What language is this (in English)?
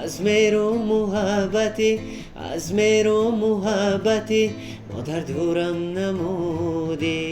Tajik